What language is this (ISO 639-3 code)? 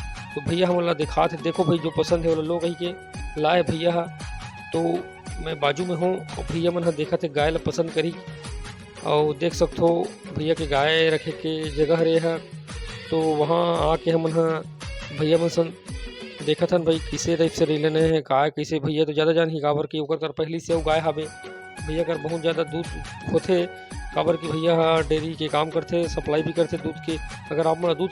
hne